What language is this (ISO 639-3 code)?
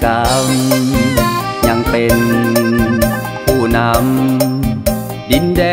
tha